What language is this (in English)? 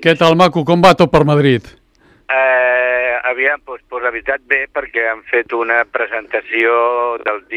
Catalan